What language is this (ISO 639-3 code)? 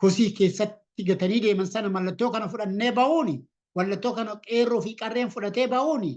orm